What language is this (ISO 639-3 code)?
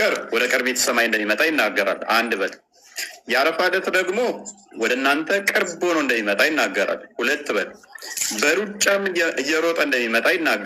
amh